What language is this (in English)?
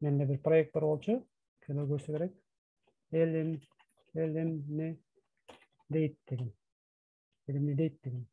Kyrgyz